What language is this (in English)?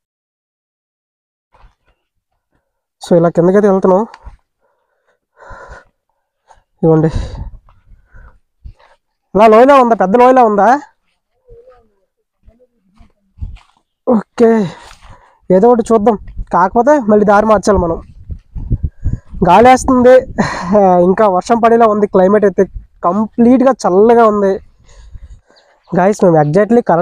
Telugu